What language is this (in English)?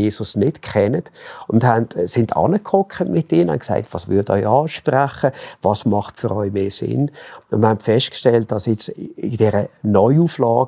Swiss German